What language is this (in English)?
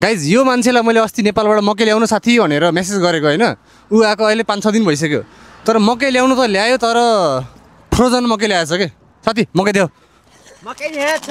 Nepali